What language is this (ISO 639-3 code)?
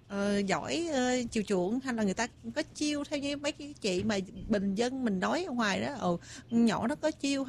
vie